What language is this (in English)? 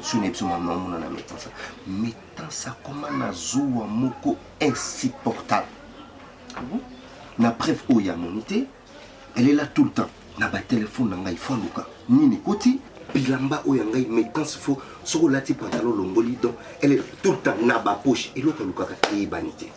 Lingala